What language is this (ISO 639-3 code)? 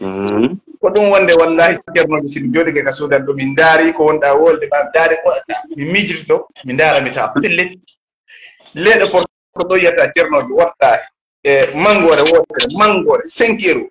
ful